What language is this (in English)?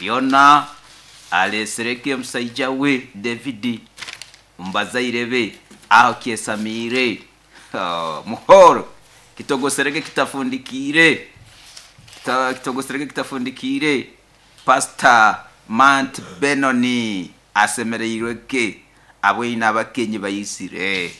Nyoro